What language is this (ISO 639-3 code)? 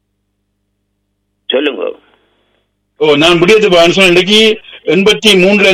tam